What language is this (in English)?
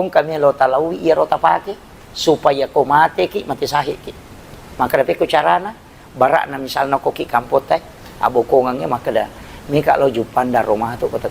Buginese